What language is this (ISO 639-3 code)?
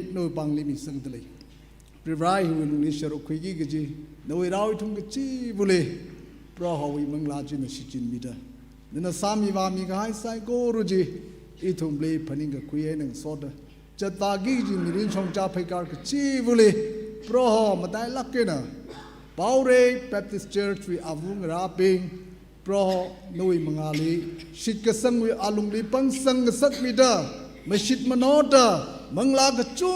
nmf